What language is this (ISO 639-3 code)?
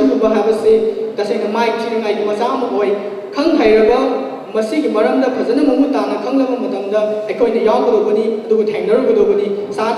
mni